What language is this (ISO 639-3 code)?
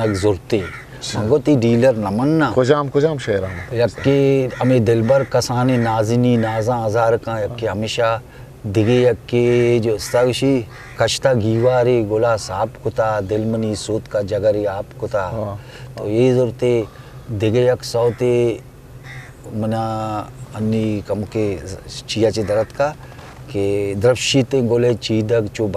bgp